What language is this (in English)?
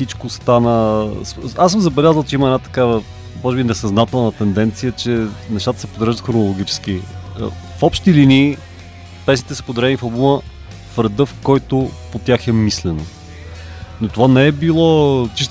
Bulgarian